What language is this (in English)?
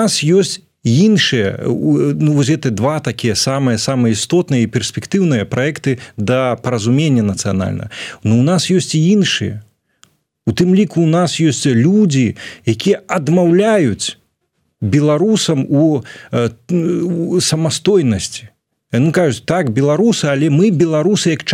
Belarusian